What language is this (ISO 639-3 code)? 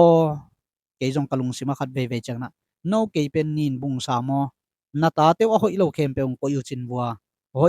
ctd